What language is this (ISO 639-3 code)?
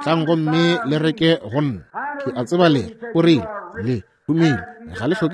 nso